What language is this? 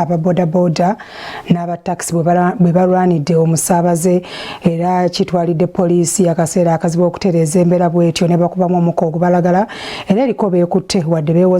Ganda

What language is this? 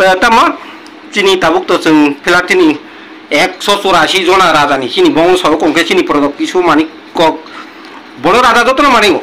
Kok Borok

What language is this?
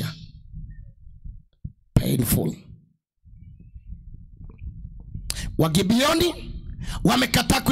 Swahili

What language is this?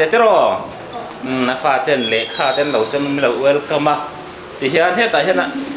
Mizo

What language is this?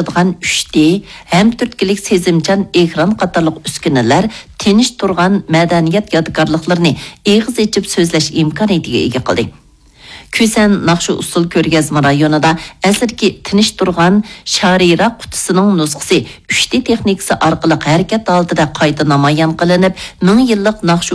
Uyghur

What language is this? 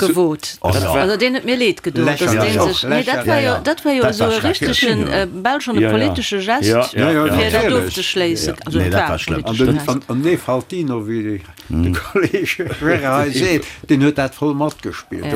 Luxembourgish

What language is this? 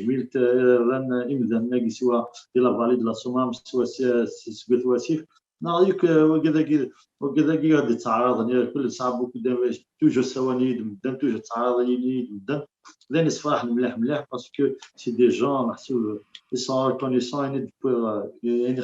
Kabyle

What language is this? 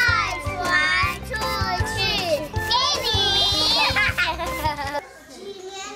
Chinese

